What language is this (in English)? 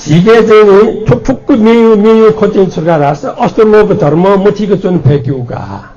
Newari